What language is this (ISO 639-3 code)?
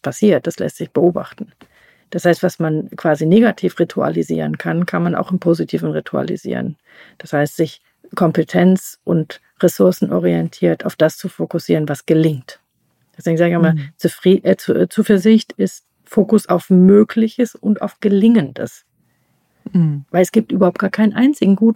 deu